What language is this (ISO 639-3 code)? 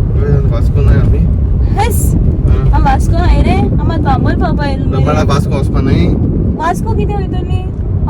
kok